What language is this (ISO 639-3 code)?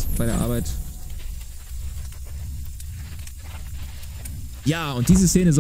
deu